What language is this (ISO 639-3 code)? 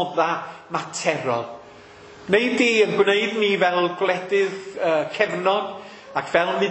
cym